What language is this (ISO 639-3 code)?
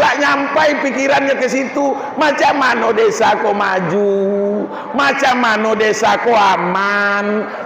min